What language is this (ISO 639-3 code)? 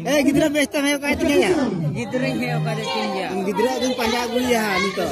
sat